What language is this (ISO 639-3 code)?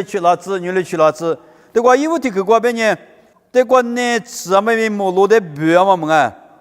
lis